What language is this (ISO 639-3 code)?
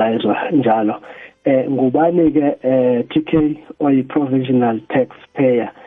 nbl